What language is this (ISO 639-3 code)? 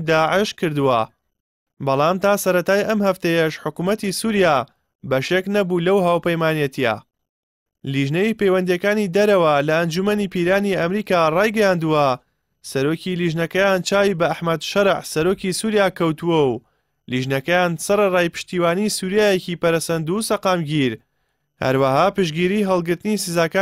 ckb